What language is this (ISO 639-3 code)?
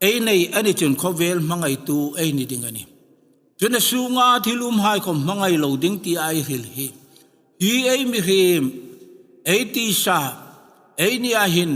hmr